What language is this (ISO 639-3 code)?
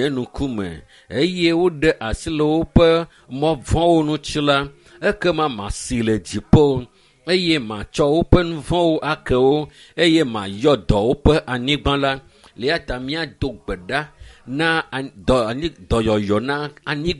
ewe